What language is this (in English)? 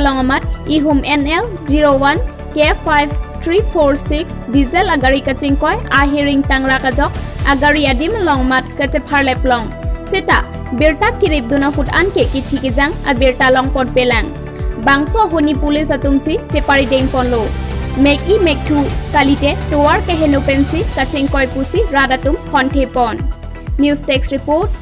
Karbi